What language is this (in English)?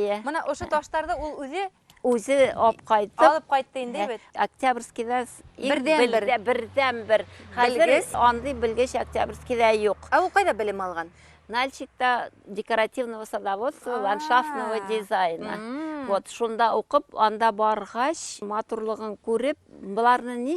Bashkir